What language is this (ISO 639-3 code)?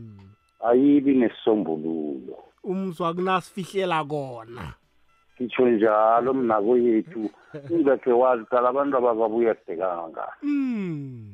nbl